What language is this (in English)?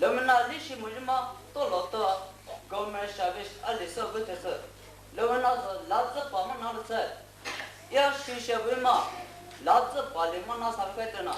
Poumei Naga